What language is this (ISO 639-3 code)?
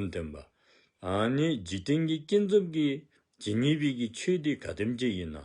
dzo